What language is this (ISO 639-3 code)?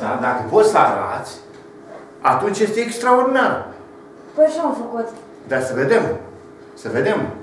ron